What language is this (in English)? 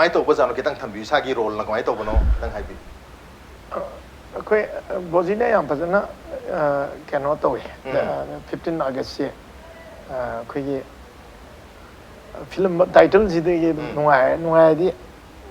Manipuri